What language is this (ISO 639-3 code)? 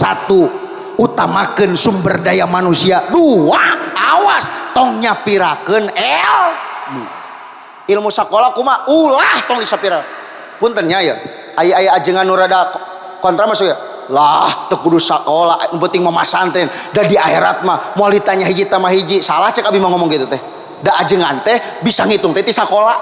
sun